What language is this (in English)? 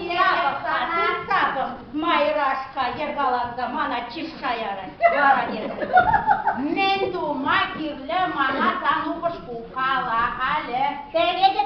Chuvash